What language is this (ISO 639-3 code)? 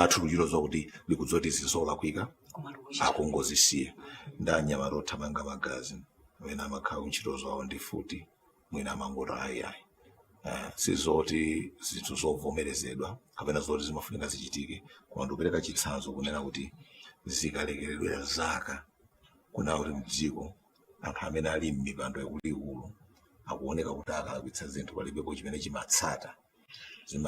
nya